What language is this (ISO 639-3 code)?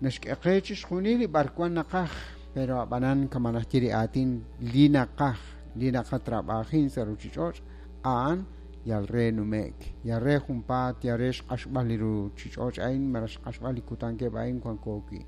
kek